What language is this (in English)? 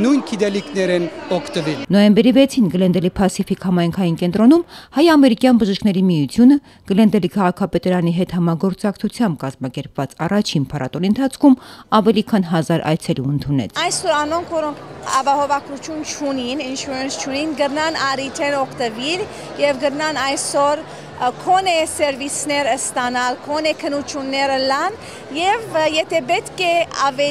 Western Armenian